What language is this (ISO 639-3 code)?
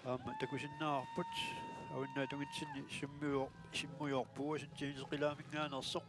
kal